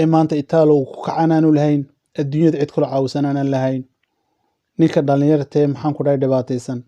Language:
Somali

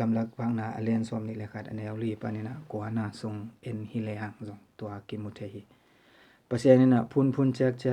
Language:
Tedim Chin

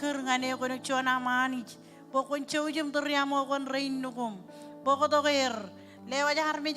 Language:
Marshallese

